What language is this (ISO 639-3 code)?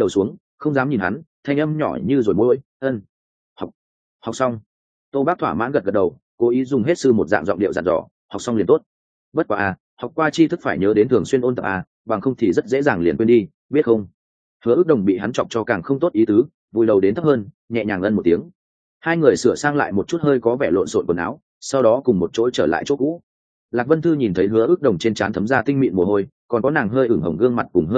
vie